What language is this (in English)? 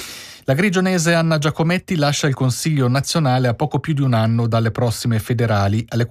Italian